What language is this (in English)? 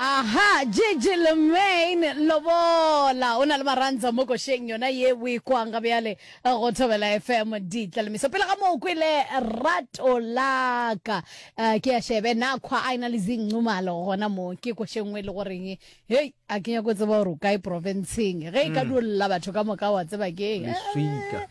Northern Sotho